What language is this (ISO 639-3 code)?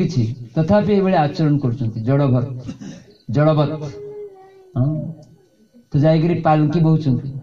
ori